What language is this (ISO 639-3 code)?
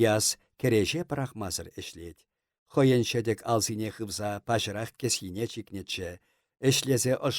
chv